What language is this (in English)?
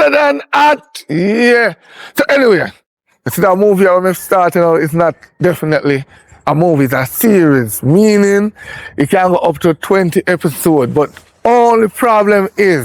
Jamaican Creole English